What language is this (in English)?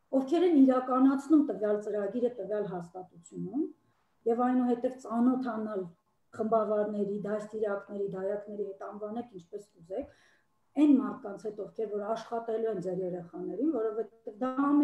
Armenian